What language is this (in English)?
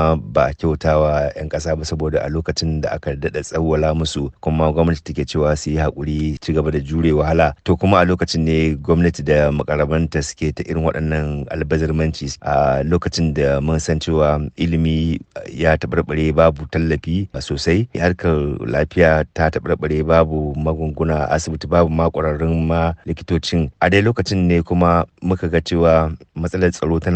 Hausa